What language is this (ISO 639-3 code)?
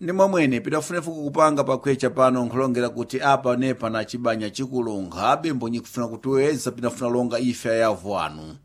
seh